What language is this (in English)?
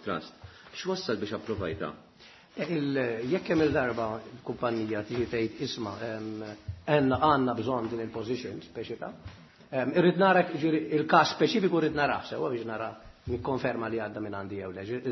Maltese